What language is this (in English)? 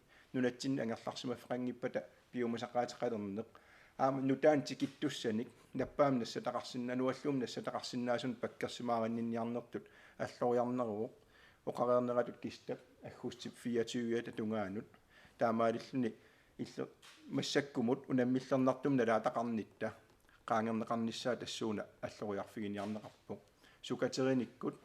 Kalaallisut